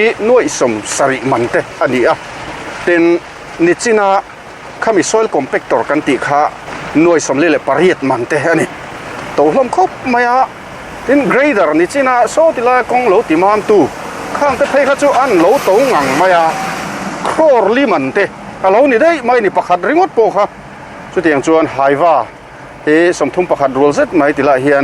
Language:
Mizo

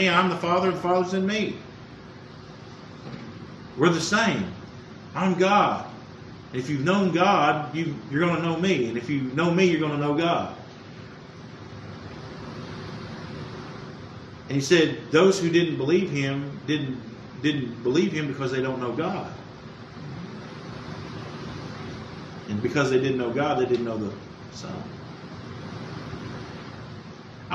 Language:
English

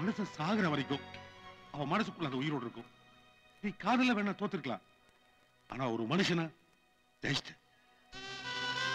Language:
Tamil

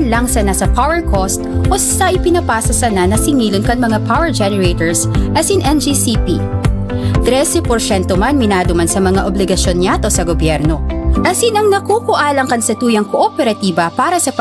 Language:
Bikol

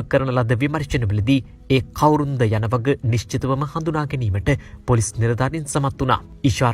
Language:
Sinhala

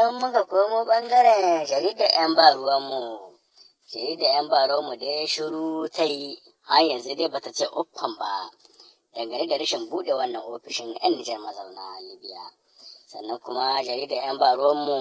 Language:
Hausa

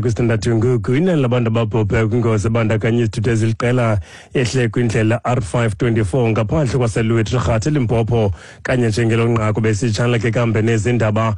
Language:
Xhosa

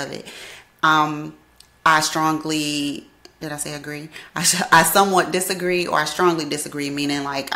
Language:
English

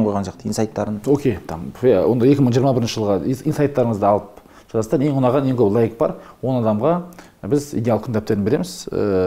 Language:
Kazakh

